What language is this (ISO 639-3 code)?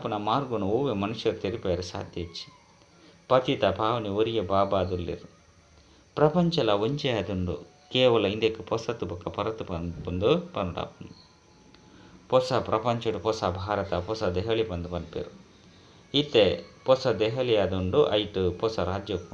tcy